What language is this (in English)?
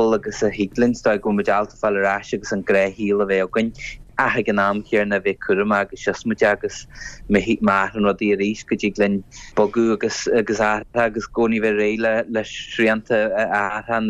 Irish